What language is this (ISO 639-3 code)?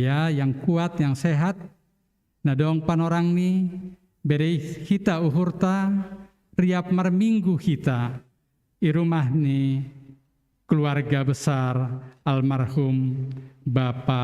bts